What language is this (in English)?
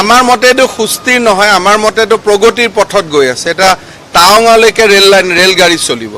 Assamese